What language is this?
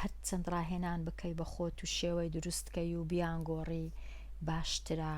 Central Kurdish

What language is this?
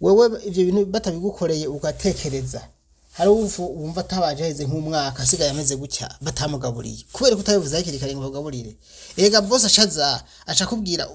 Rundi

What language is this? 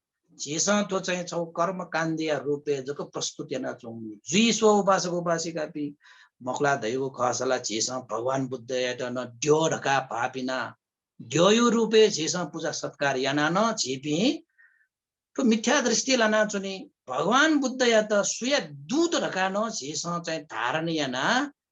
Newari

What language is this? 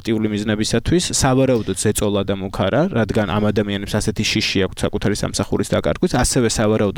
Georgian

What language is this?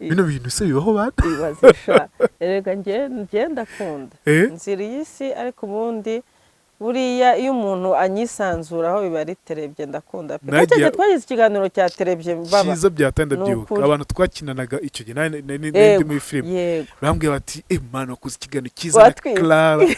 Kinyarwanda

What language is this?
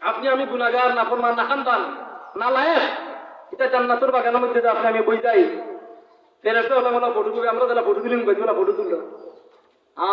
Sylheti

